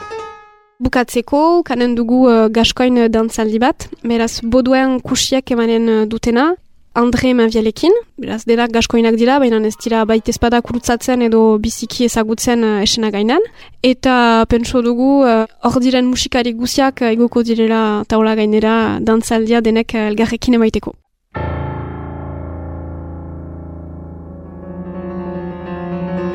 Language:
Basque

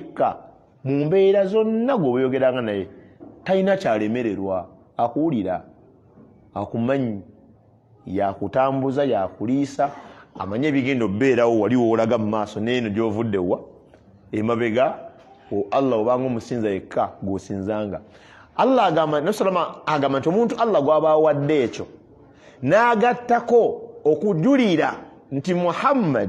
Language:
Ganda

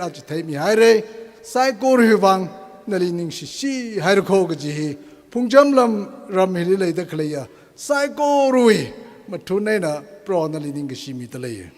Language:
Tangkhul Naga (India)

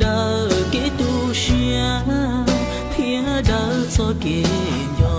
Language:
Hmong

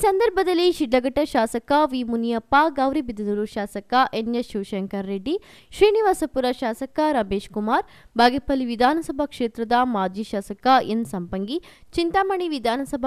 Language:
Kannada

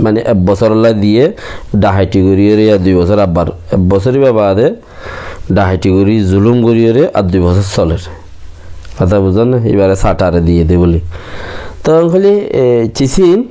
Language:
Rohingya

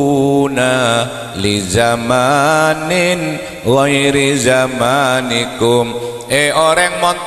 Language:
Madurese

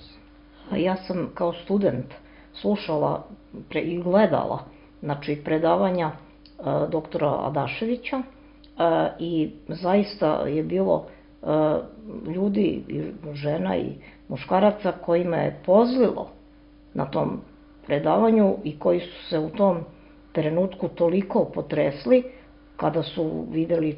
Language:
Serbian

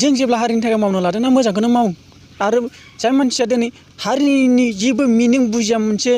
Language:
Bodo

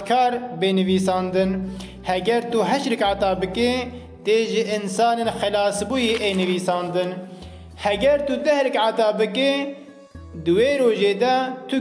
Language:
Kurdish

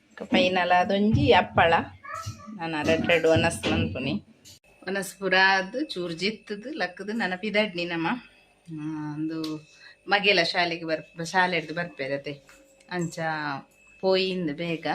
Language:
Tulu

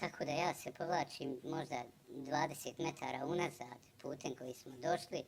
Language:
Bosnian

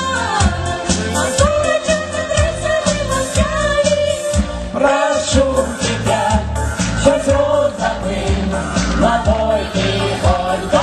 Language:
Yakut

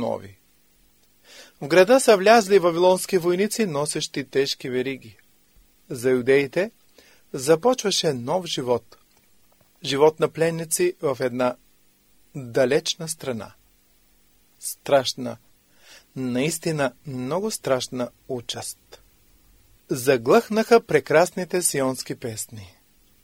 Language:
Bulgarian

